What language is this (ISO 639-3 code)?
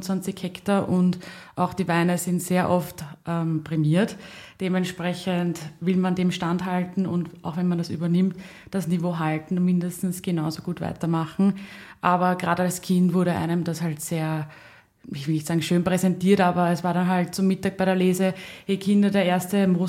deu